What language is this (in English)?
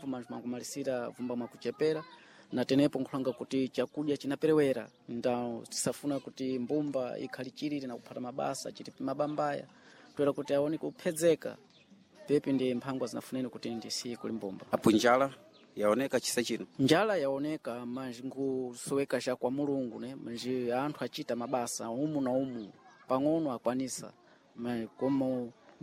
Sena